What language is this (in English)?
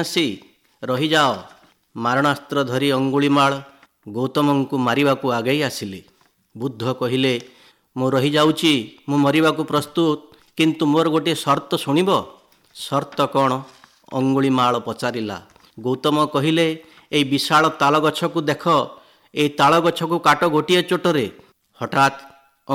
Odia